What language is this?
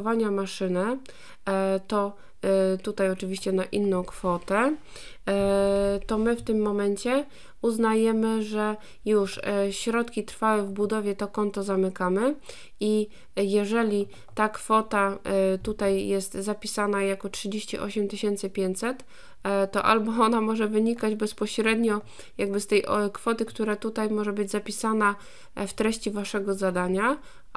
Polish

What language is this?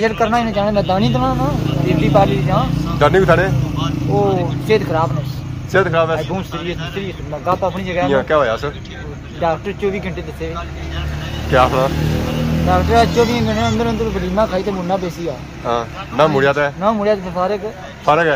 Pahari-Potwari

